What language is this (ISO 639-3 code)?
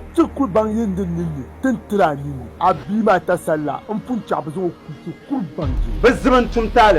dag